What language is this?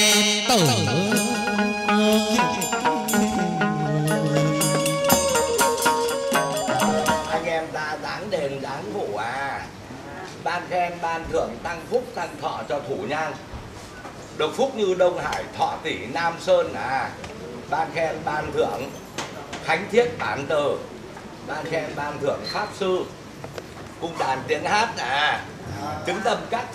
Vietnamese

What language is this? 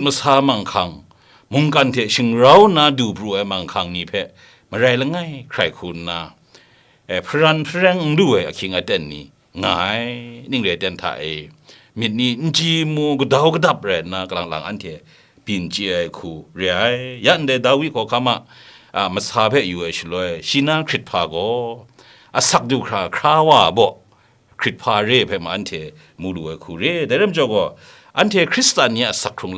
Kachin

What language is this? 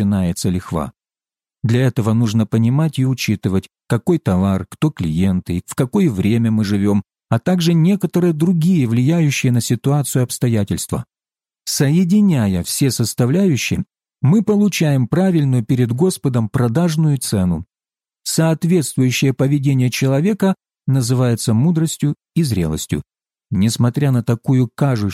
Russian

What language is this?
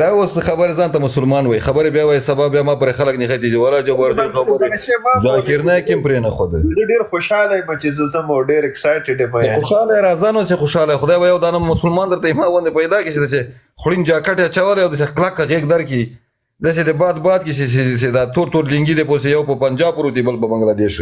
Pashto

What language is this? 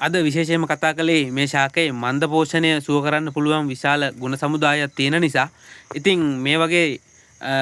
Sinhala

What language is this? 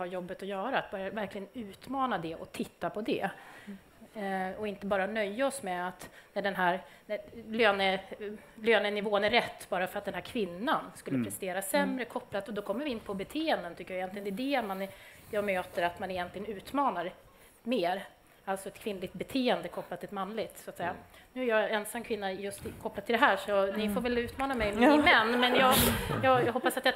Swedish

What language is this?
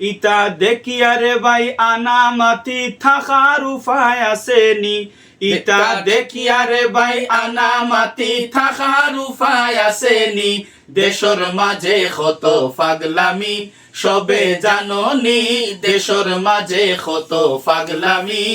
Sylheti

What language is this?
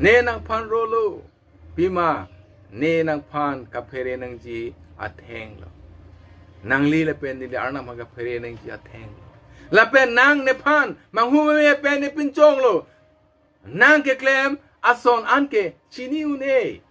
Karbi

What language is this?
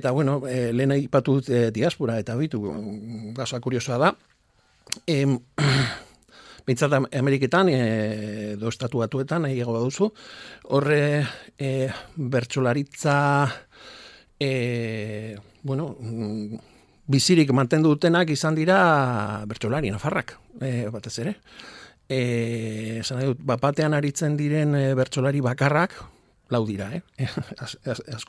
Basque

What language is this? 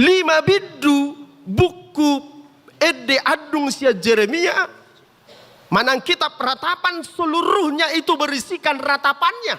Batak Toba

